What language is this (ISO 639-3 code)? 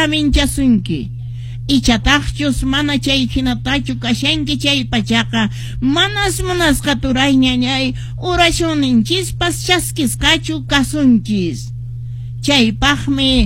que